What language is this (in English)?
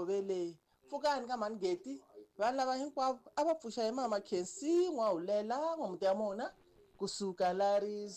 Tsonga